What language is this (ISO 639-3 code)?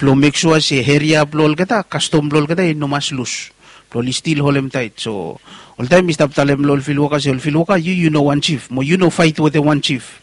bis